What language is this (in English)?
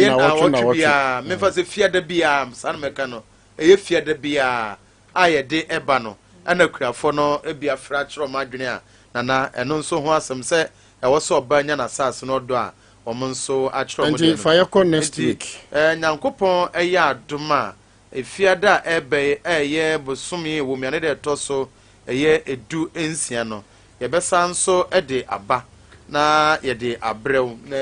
Akan